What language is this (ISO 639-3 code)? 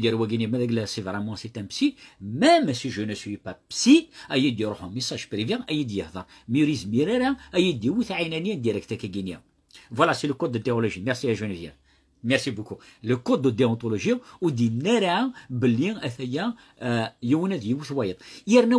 kab